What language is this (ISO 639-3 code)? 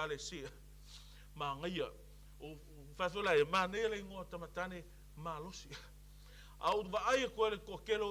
smo